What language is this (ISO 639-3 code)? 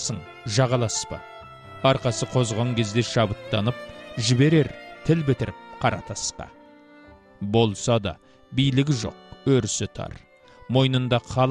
kaz